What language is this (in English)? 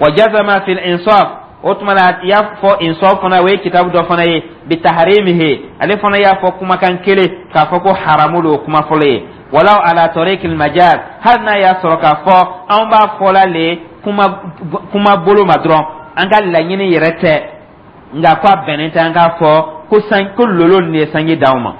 Dyula